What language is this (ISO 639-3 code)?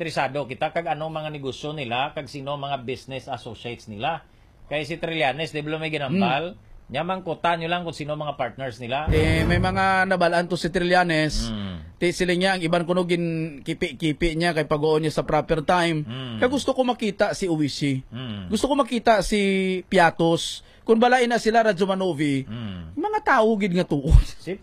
hil